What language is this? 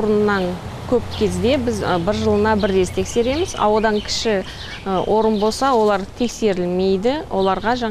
Kazakh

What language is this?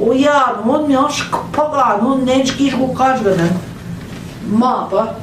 Central Ojibwa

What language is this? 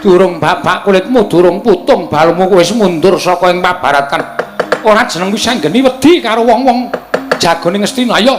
Javanese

